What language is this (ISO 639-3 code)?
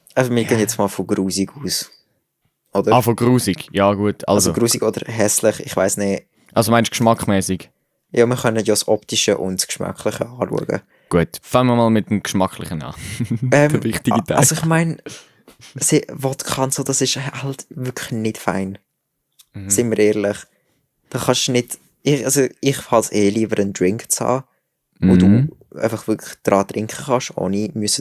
gsw